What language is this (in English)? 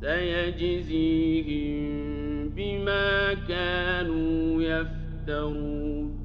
Ingush